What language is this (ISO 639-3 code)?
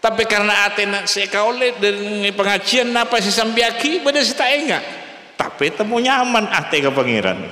mad